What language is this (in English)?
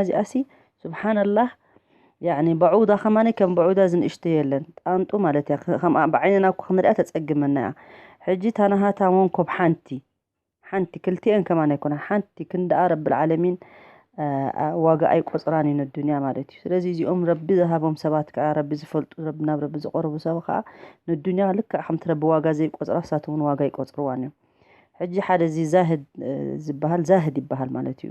Tigrinya